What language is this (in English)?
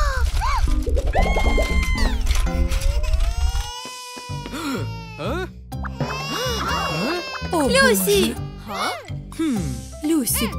Russian